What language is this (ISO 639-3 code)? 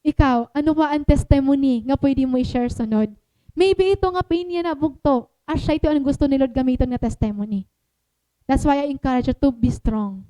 war